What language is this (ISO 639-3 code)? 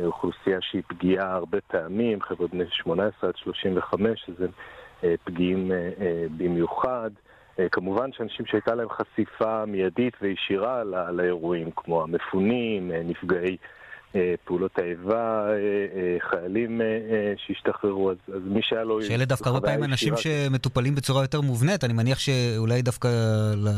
heb